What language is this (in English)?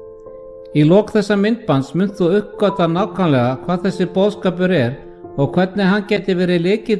Icelandic